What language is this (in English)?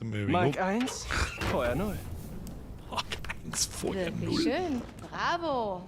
Bavarian